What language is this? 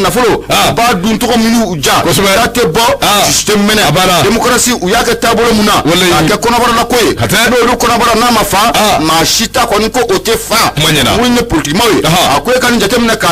Bambara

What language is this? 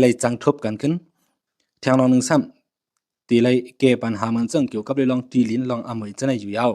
Shan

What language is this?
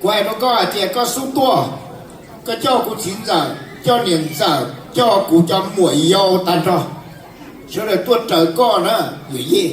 Hmong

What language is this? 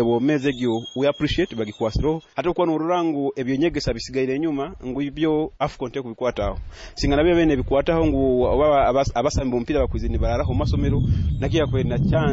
Nyoro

